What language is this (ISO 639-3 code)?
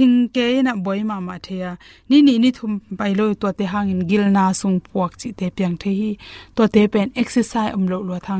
ctd